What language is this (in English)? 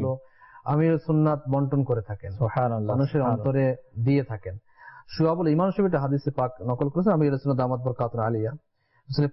Bangla